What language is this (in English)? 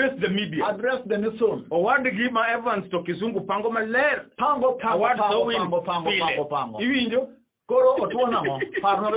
Luo (Kenya and Tanzania)